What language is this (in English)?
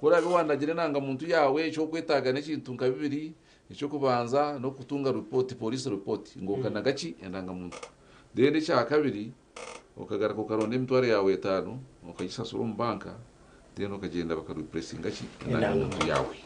Nyankole